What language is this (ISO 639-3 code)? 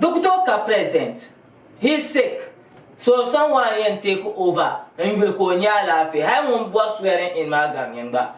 dag